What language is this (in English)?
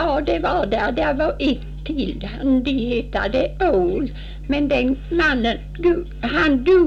Swedish